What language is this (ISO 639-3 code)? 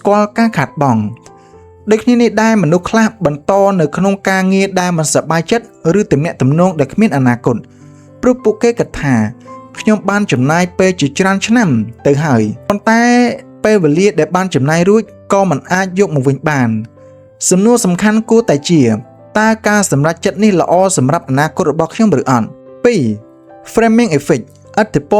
khm